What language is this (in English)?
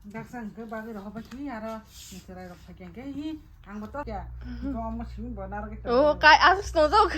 Kok Borok